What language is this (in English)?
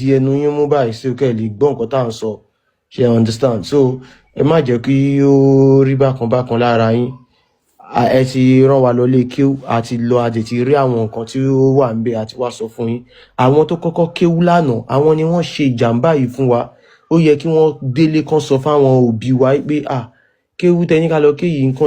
Yoruba